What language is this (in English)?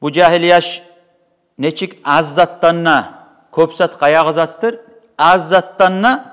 Kumyk